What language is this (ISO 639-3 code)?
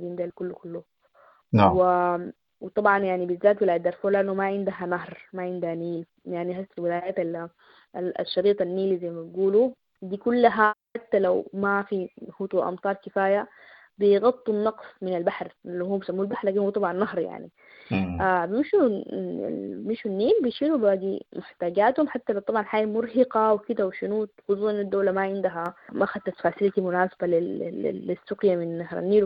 apd